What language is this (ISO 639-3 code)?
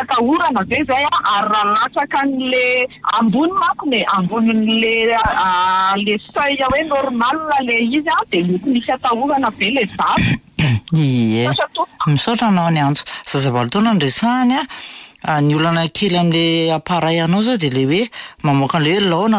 mlg